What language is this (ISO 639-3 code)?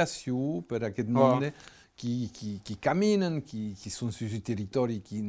oci